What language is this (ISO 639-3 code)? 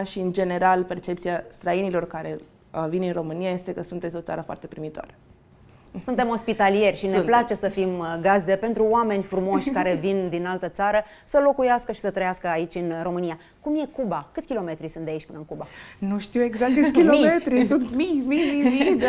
ron